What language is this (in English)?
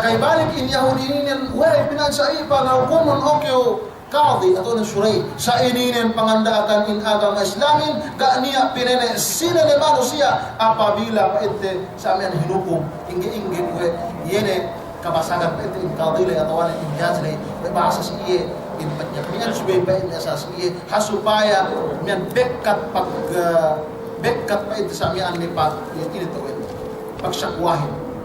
Yakan